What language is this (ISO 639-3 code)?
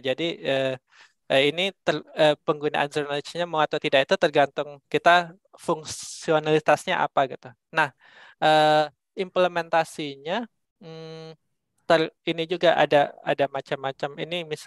ind